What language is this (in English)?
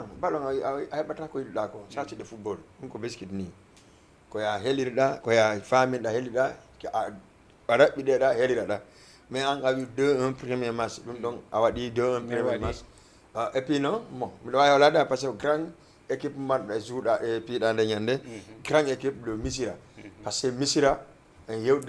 Fula